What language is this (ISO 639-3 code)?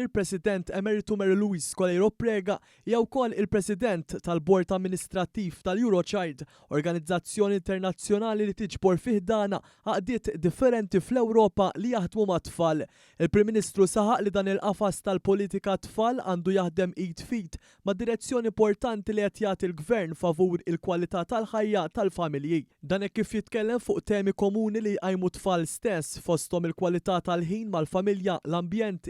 mlt